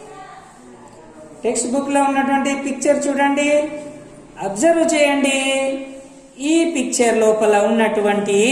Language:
Telugu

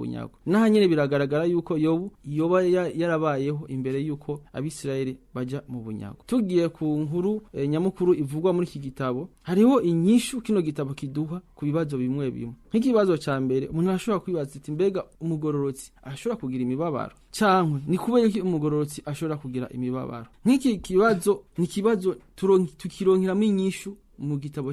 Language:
Rundi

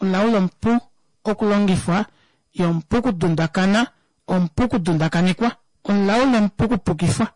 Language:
Kuanyama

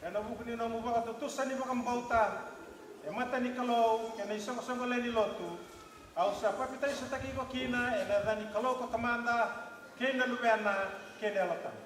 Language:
Fijian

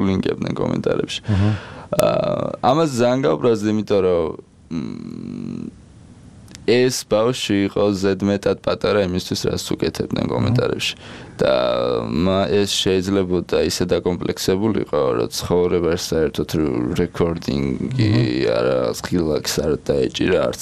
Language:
Georgian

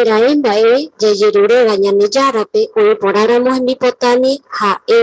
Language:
Guarani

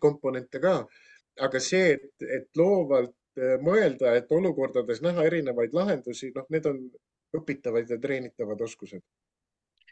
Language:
Estonian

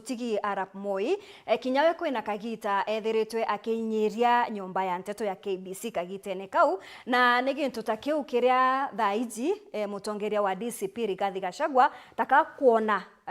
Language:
Meru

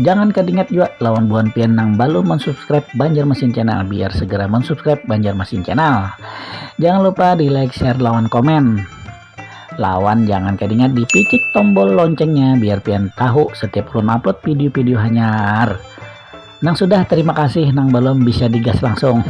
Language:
Banjar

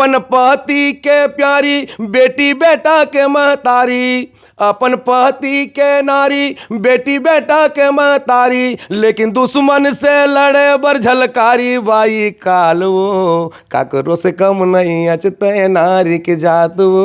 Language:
Chhattisgarhi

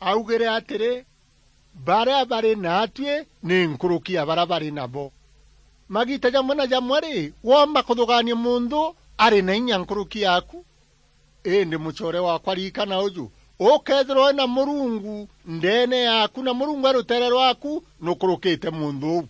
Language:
Meru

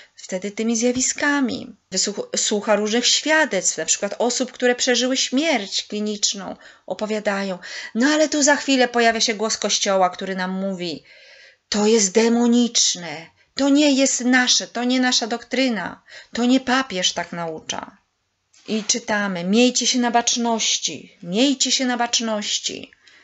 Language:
Polish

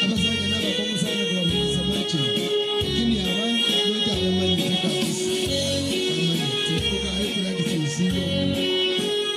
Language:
Gusii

